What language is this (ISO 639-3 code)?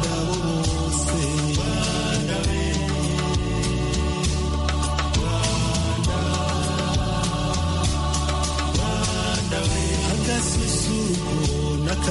kin